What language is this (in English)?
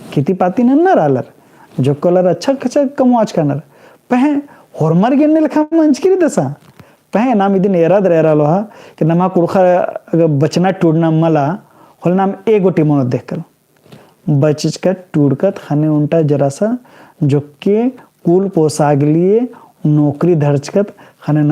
Kurukh